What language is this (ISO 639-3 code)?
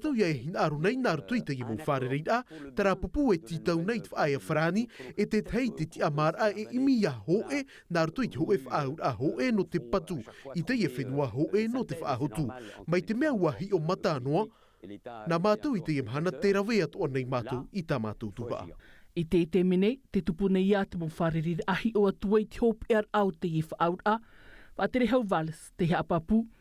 tah